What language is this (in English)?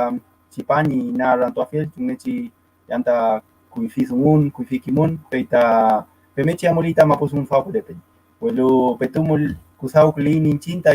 Mapuche